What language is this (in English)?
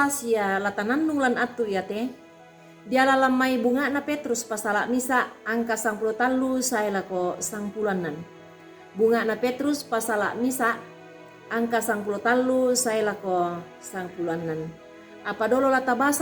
Toraja-Sa'dan